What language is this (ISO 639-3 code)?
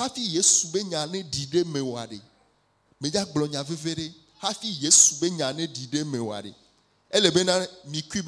ewe